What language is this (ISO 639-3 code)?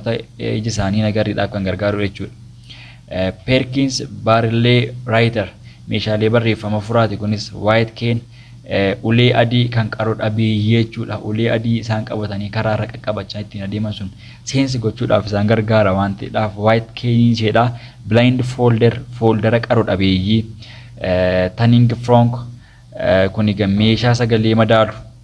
orm